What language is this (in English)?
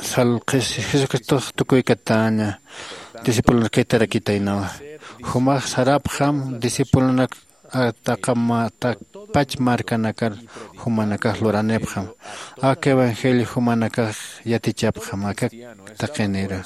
Aymara